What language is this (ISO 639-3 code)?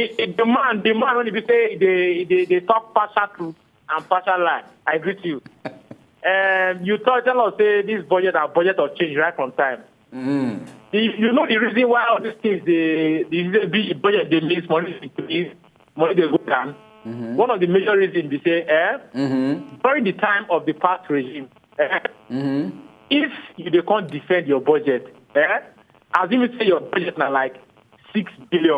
pcm